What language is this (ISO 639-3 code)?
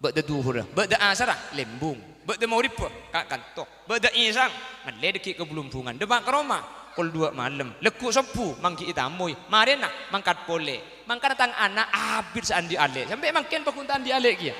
mad